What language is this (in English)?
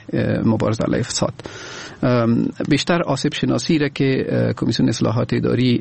Persian